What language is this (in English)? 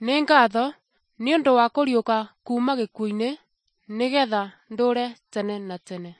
Kikuyu